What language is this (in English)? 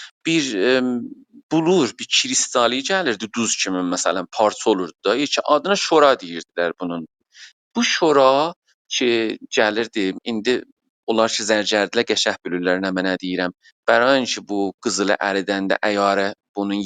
South Azerbaijani